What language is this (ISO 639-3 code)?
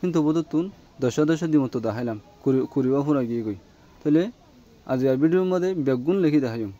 rhg